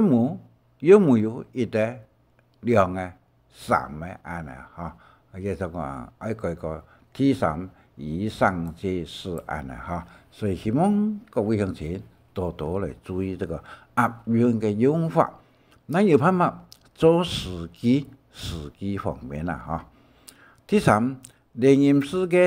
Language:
Hakka Chinese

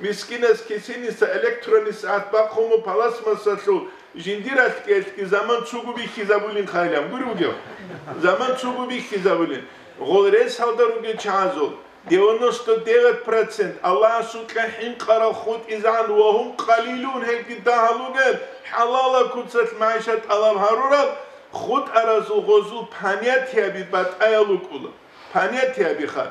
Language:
Avaric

